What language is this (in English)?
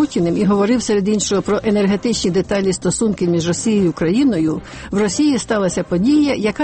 Ukrainian